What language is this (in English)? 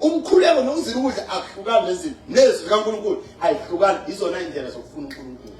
Zulu